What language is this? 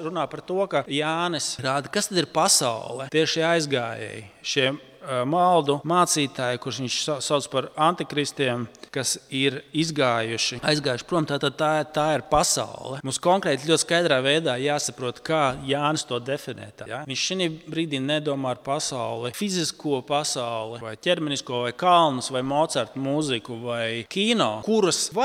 Latvian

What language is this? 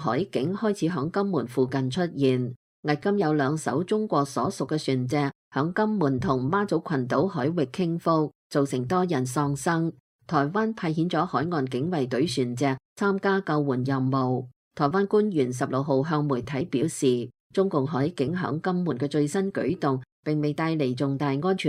Cantonese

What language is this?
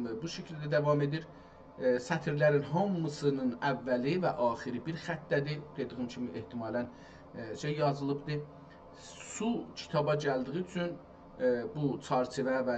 South Azerbaijani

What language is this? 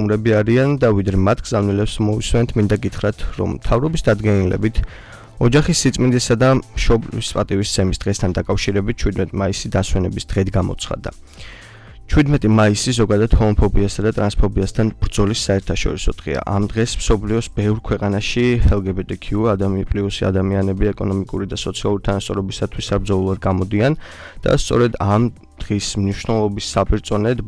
Georgian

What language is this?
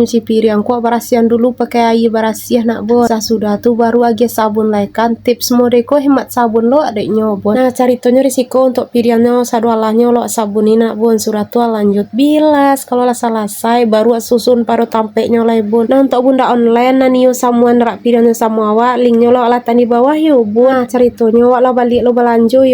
Minangkabau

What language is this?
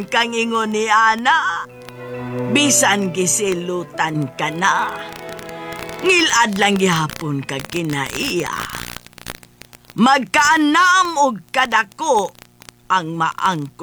Cebuano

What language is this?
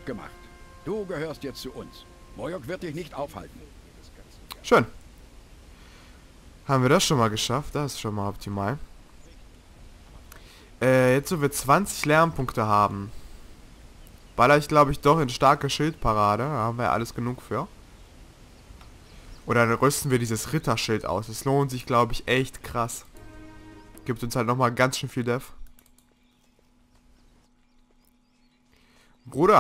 German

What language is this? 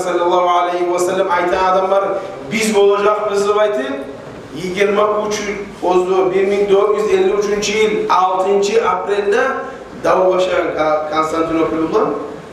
Kumyk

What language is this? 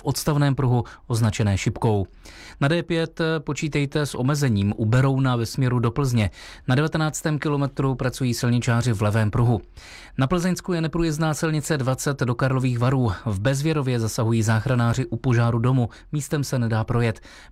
Czech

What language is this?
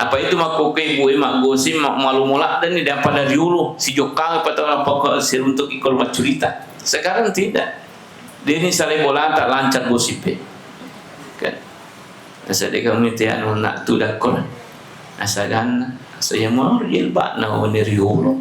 Buginese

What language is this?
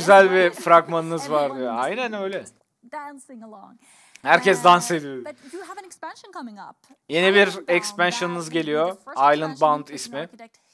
Turkish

